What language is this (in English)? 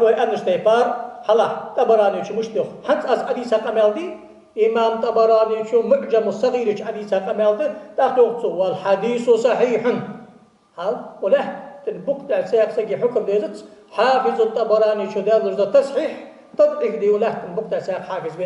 Ingush